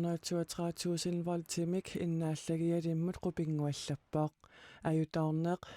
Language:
Kalaallisut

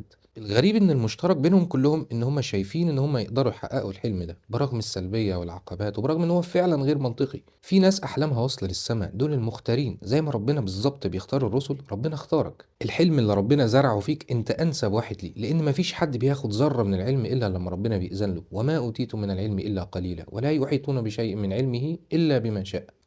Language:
Egyptian Arabic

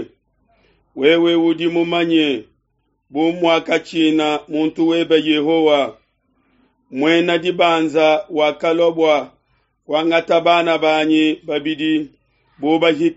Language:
Luba-Lulua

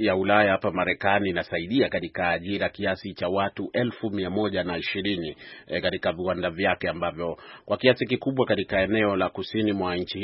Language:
Swahili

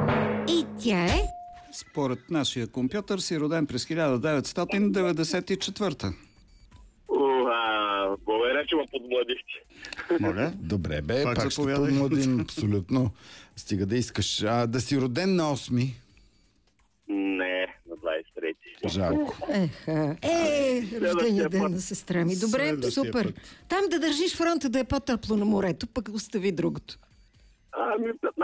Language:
Bulgarian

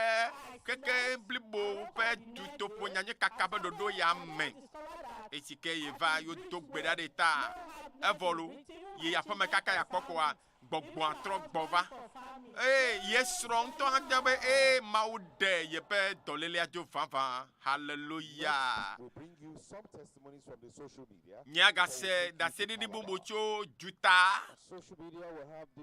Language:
Ewe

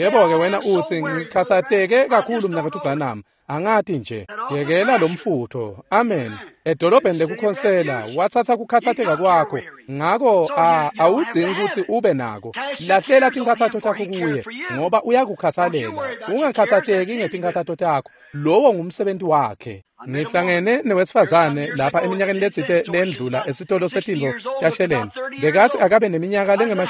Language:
Swati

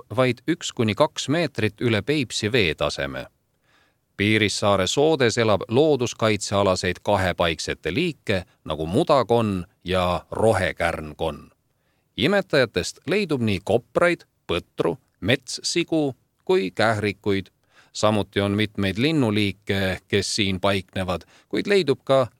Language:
Estonian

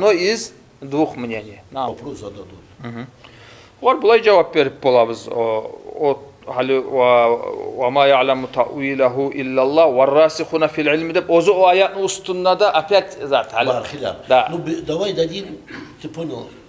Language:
Kumyk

